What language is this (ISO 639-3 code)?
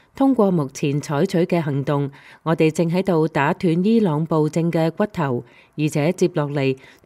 yue